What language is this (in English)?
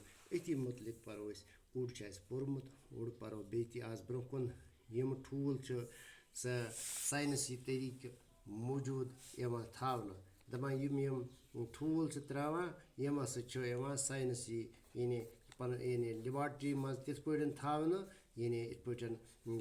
Kashmiri